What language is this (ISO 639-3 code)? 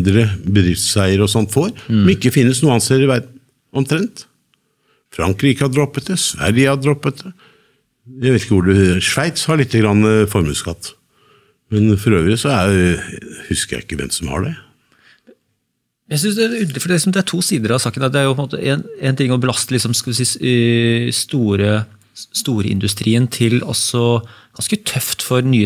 nor